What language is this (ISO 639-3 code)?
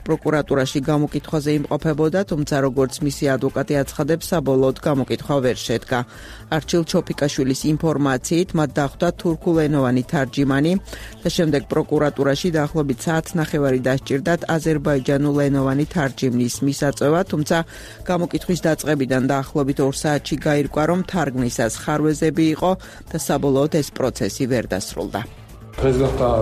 kat